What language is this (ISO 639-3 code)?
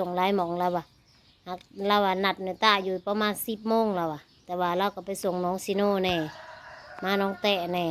tts